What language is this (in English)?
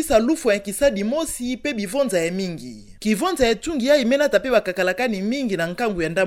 Kituba (Democratic Republic of Congo)